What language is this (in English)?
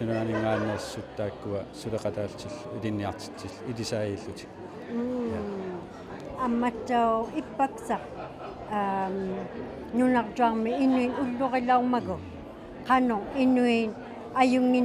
Inuktitut